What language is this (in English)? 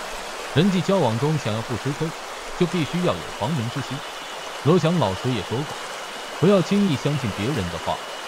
Chinese